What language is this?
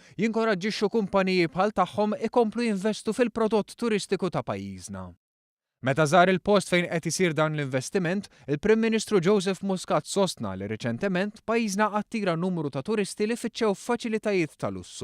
Maltese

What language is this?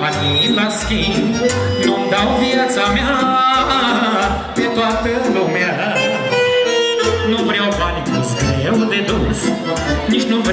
Romanian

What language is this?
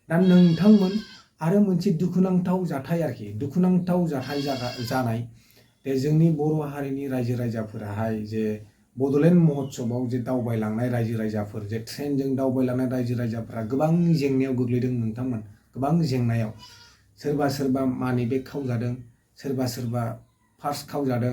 Bodo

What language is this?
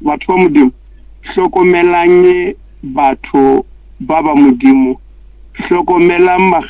Northern Sotho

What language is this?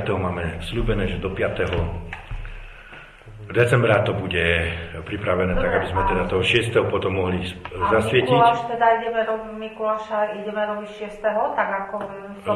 Slovak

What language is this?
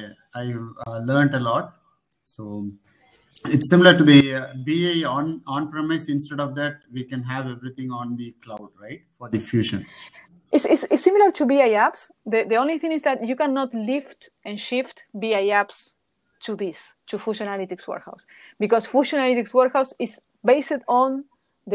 English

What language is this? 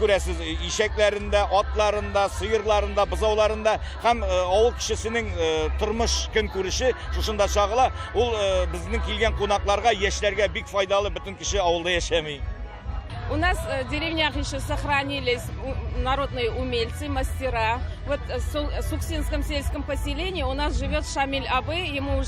Tatar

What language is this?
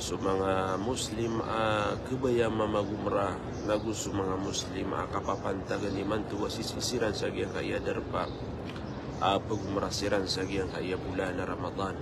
Maranao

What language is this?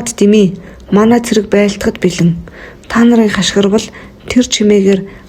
Mongolian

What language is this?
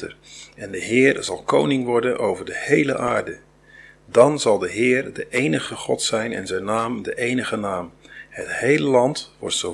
Dutch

